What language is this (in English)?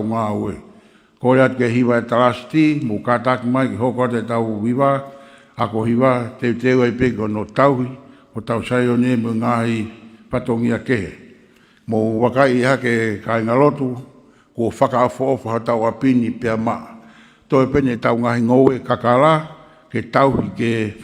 Tongan